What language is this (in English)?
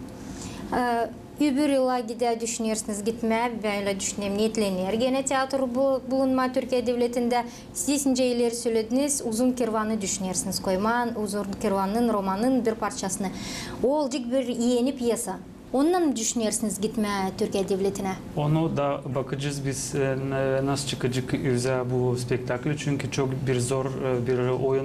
Gagauz